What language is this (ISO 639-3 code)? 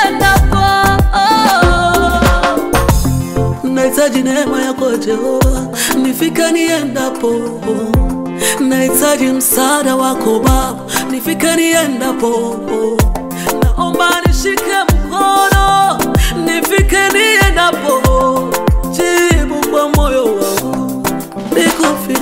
swa